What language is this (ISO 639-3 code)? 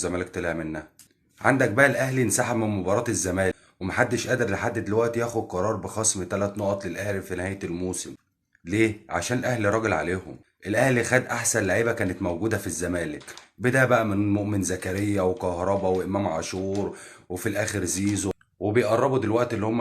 arz